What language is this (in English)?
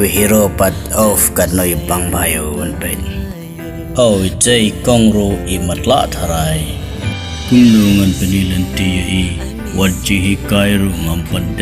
Khasi